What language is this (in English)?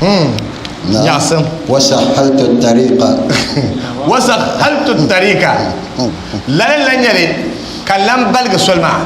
Dagbani